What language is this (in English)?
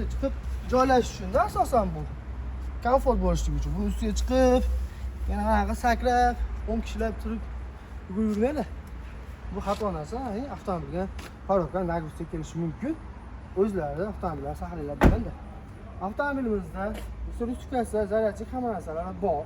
Uzbek